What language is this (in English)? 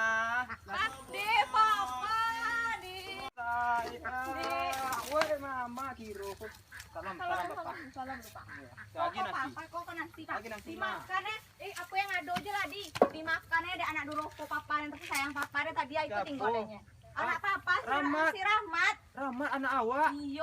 Minangkabau